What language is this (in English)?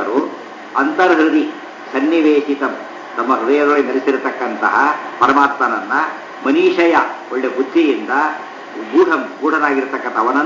Kannada